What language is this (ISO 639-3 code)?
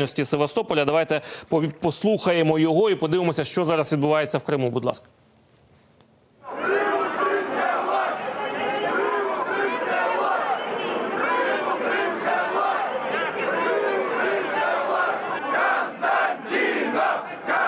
ukr